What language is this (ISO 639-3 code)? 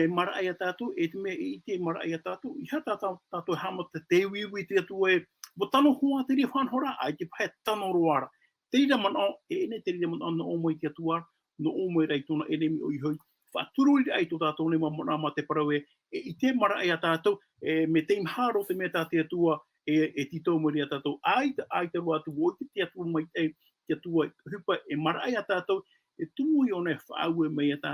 tah